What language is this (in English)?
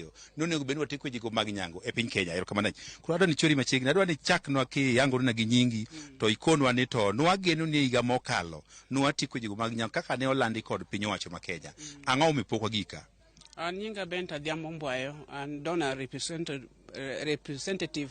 Luo (Kenya and Tanzania)